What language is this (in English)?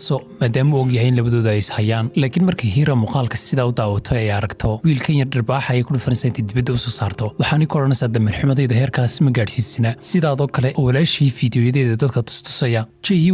Somali